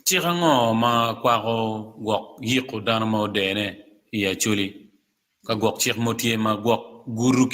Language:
Acoli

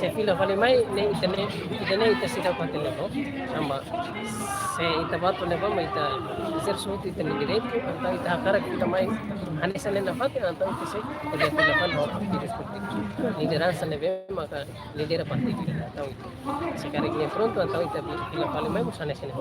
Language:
Tetum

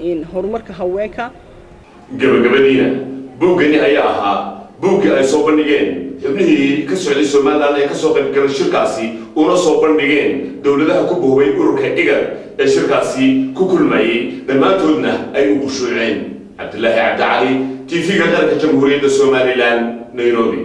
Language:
Somali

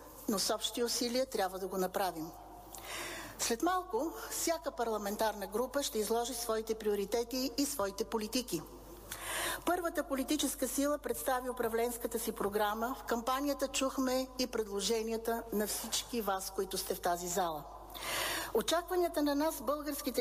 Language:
Bulgarian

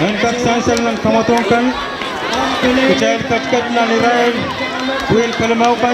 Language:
Pohnpeian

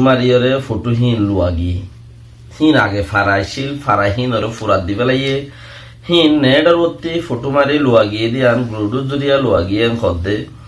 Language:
Rohingya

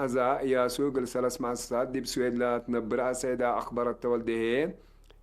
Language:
Tigre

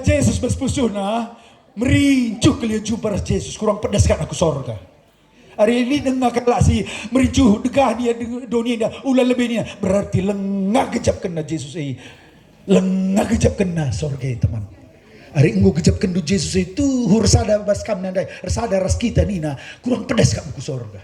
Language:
Batak Karo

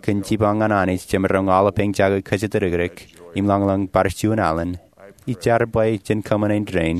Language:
Marshallese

